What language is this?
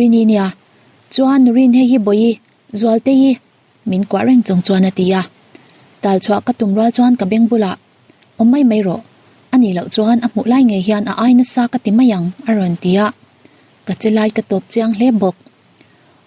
Mizo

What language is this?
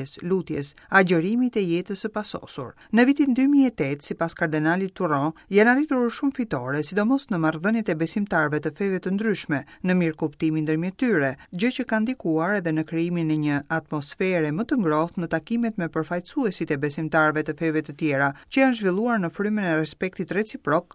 Albanian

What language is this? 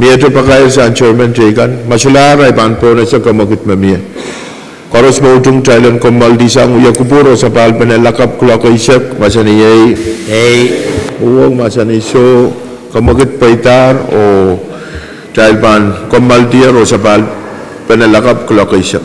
Pohnpeian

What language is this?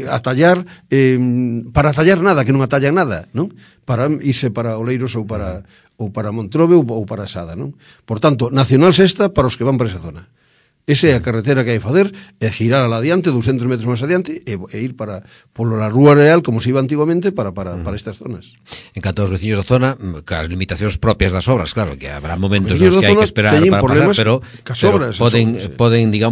Galician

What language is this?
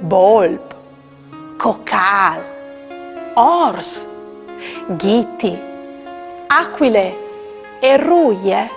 Friulian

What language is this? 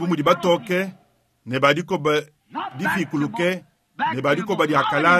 Luba-Lulua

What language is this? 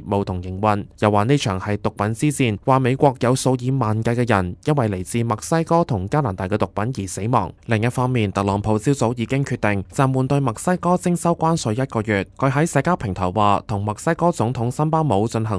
Cantonese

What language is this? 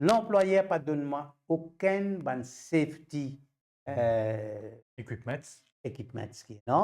Morisyen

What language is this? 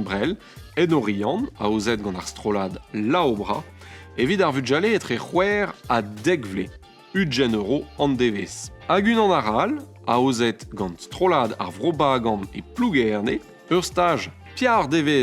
Breton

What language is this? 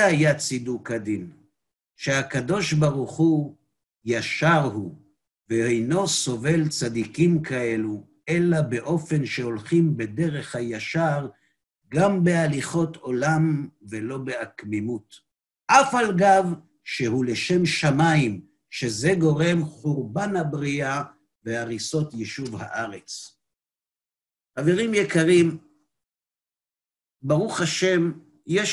Hebrew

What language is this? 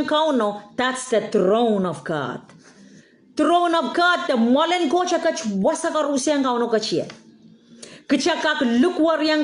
Pohnpeian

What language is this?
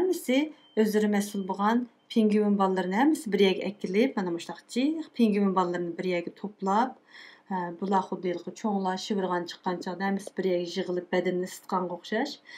Uyghur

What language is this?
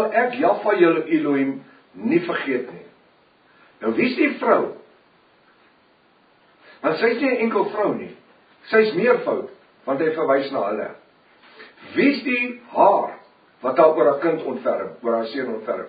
Afrikaans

